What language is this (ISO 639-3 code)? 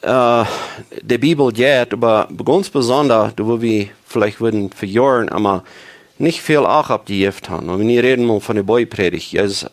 pdt